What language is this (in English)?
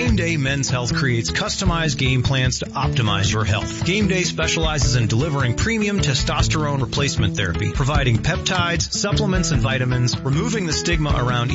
English